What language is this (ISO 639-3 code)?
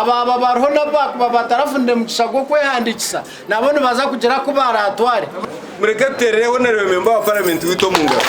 nyn